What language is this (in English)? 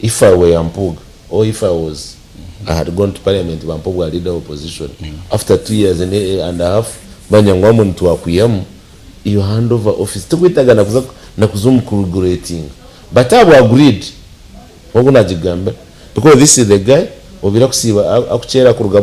Nyankole